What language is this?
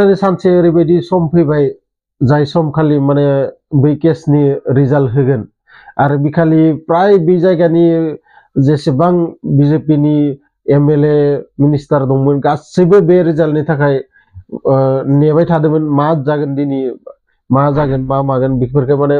Bodo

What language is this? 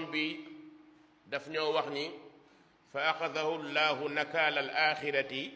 Wolof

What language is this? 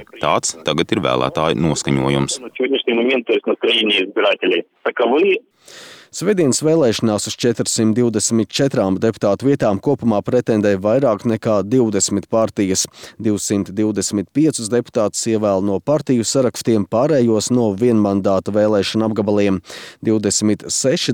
Latvian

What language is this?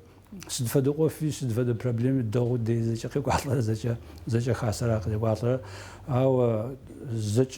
Adyghe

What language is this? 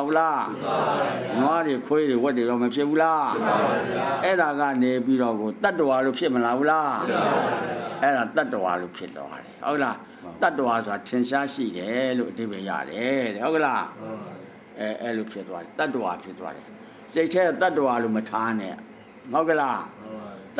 Burmese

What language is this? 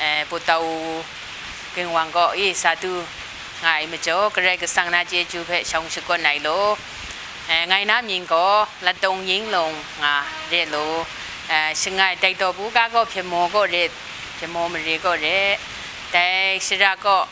Rawang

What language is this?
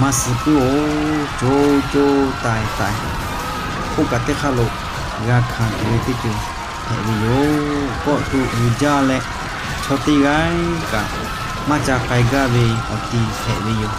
Lahu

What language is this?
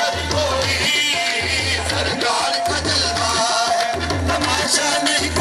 Hindi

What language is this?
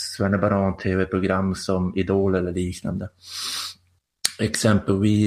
Swedish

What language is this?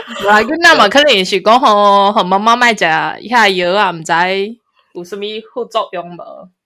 Min Nan Chinese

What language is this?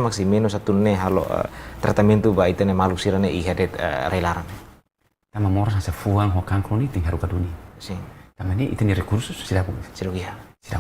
Tetum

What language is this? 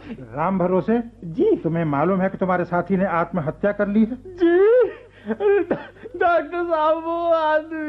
Hindi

